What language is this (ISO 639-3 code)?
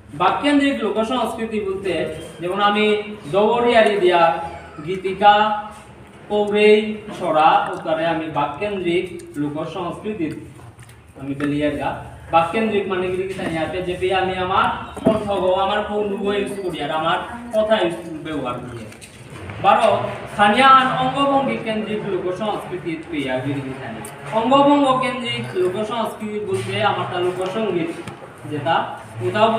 bpy